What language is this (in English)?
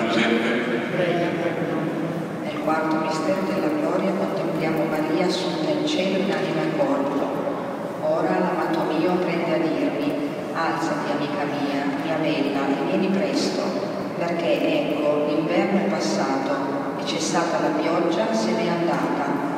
Italian